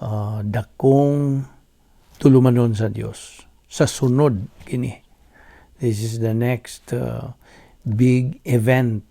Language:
Cebuano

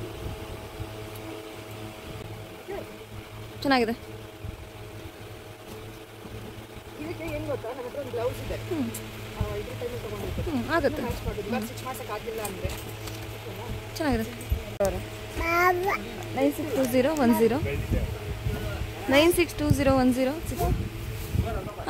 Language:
Kannada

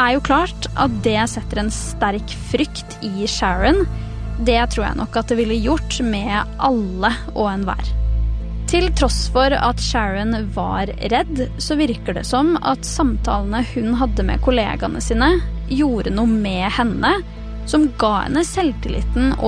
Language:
Norwegian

